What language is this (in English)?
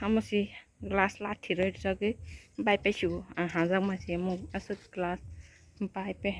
Kok Borok